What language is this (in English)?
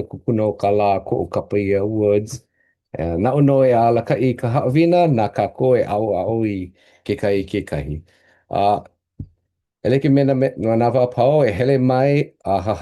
Hawaiian